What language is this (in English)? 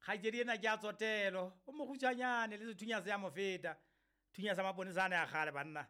Southern Sotho